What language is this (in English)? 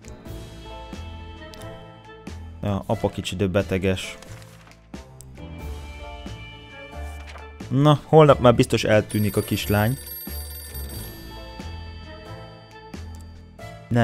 Hungarian